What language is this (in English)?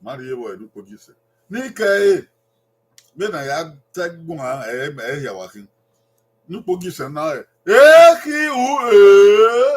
Bini